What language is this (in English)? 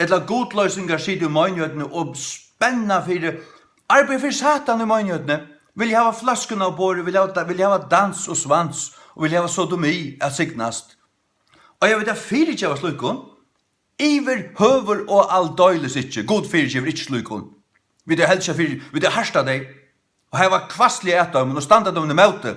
Faroese